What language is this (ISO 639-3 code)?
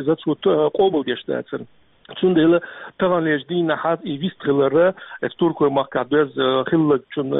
che